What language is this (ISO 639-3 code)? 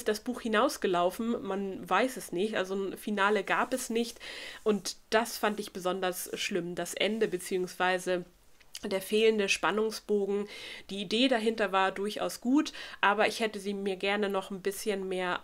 deu